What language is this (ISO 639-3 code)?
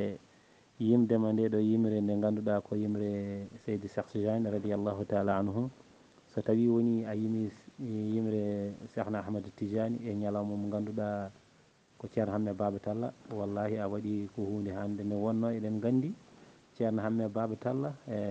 ful